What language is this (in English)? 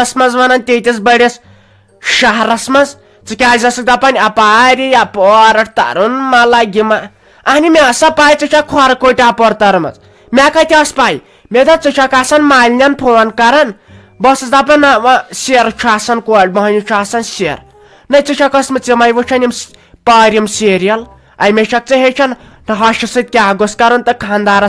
Kashmiri